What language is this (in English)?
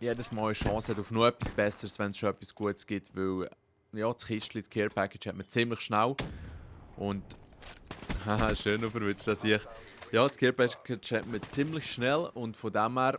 Swiss German